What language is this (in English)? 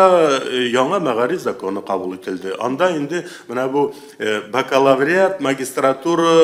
Tatar